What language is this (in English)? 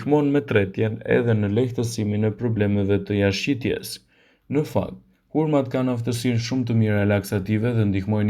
Albanian